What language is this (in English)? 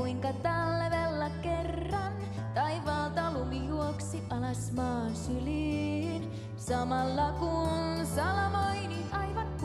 Finnish